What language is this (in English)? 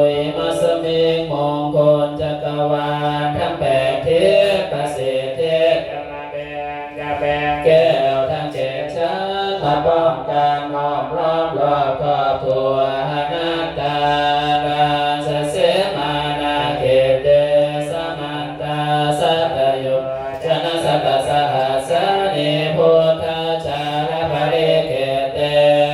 Pali